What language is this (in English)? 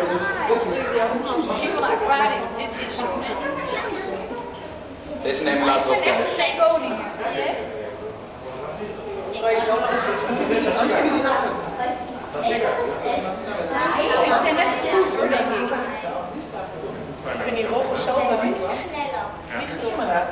Dutch